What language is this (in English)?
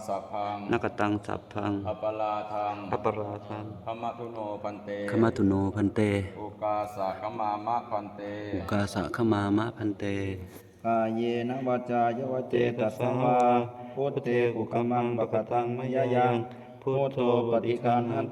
Pali